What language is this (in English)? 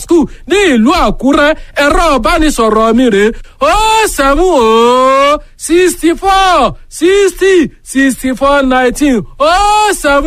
Yoruba